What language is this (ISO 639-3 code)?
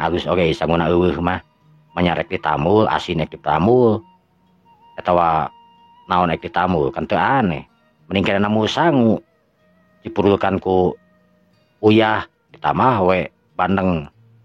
sun